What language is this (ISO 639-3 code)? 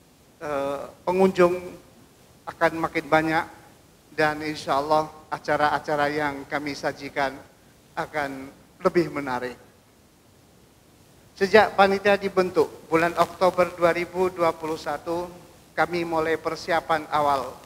ind